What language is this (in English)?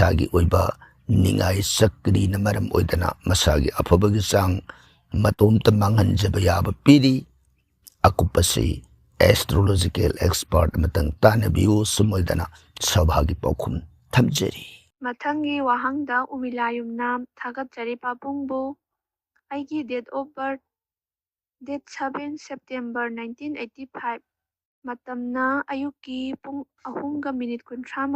Manipuri